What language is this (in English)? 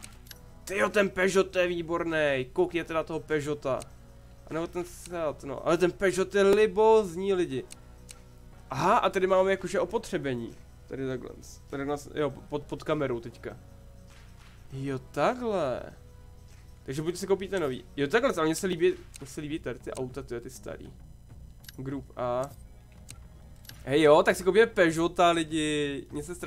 Czech